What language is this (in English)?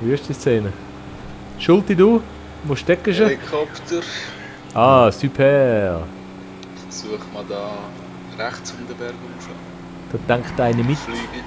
Swiss German